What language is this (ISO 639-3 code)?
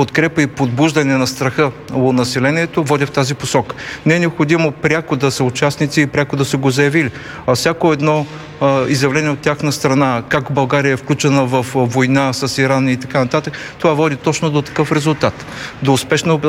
bul